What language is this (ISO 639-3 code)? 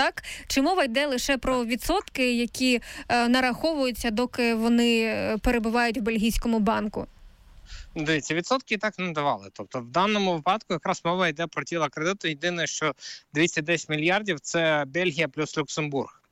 ukr